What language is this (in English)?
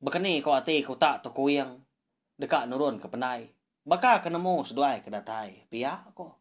Iban